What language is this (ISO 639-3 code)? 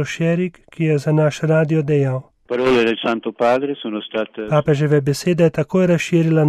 slv